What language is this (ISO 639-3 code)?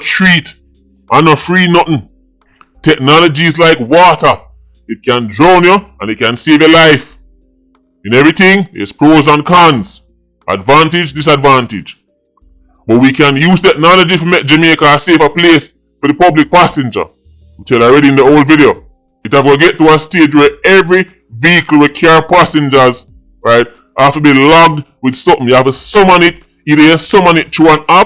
jam